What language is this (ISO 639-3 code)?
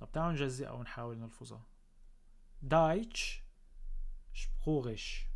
apc